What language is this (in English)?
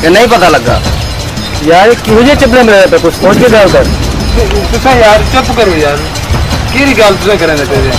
Saraiki